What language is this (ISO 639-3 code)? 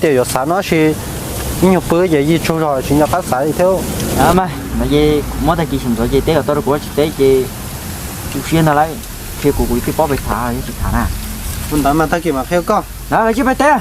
hmn